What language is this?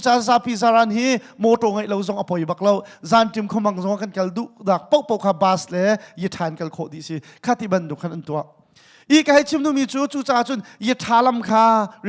Hakha Chin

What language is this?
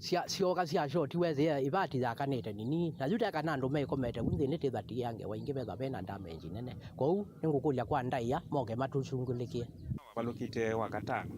Kamba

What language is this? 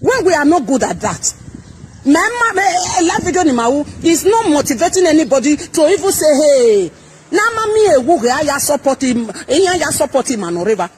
Nigerian Pidgin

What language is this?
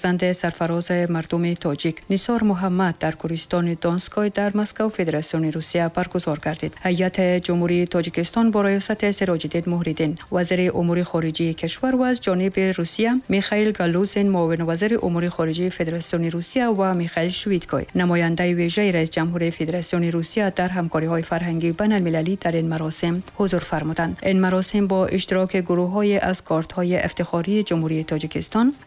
Tajik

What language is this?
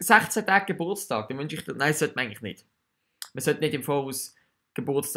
Swiss German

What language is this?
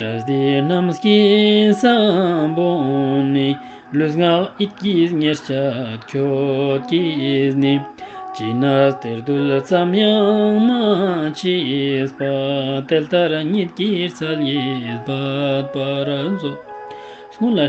Ladakhi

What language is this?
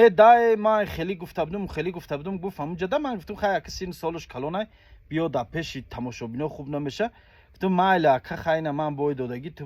Tajik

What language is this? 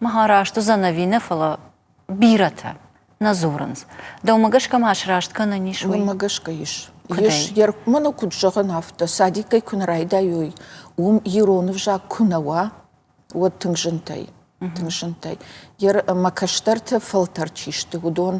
Ossetic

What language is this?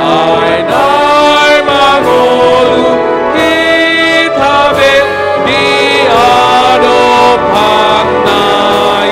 Batak Toba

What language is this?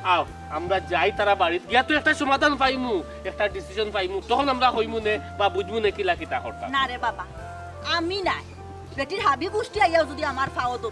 Sylheti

